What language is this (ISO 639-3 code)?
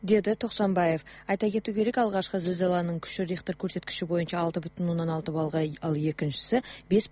kaz